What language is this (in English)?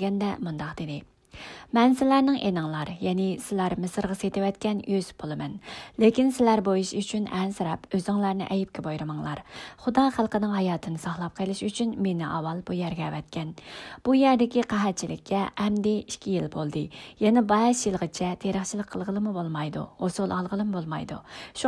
Uyghur